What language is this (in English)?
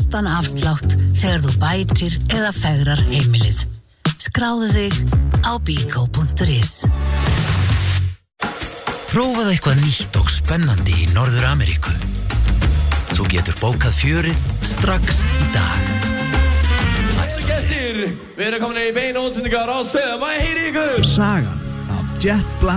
Icelandic